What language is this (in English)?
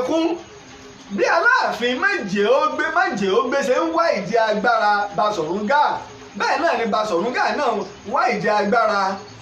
Yoruba